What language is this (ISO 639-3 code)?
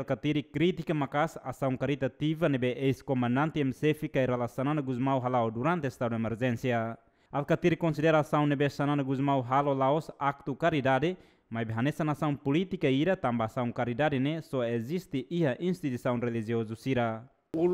tet